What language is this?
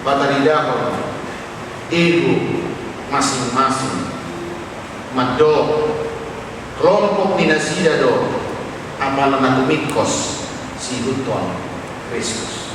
Batak Toba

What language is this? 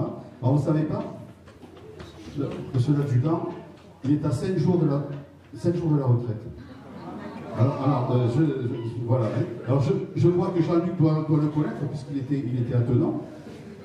French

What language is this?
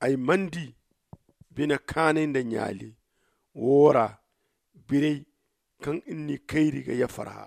Zarma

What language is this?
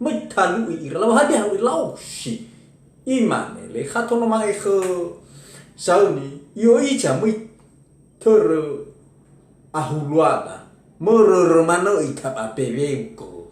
Nias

